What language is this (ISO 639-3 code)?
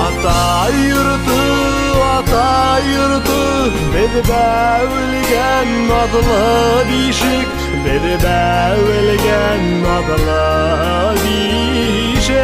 bak